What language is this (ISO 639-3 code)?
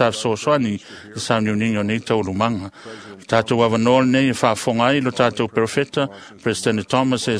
smo